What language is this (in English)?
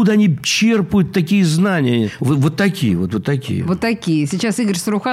Russian